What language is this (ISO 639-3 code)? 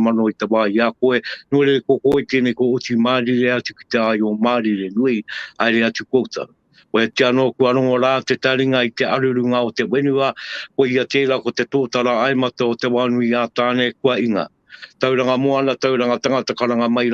mri